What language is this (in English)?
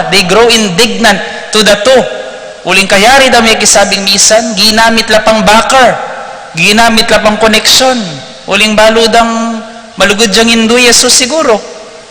Pampanga